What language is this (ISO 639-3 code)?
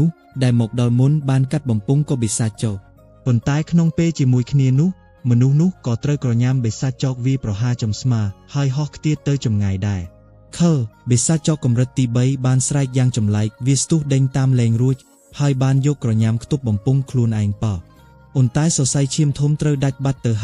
khm